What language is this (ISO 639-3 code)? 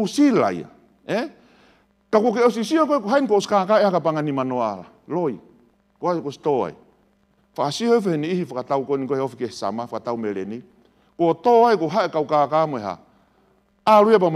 ton